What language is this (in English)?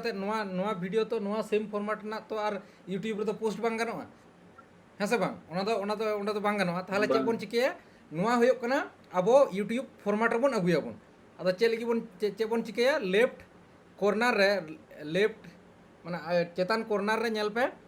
Santali